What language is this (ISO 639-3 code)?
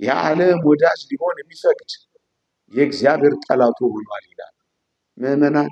amh